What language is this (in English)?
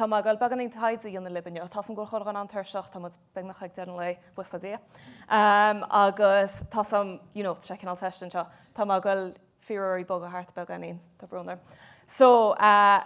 Irish